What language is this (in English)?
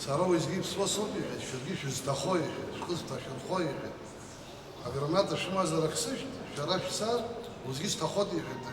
Abkhazian